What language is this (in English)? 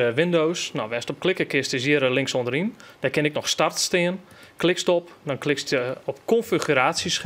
Western Frisian